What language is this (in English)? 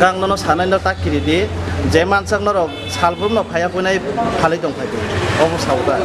Kok Borok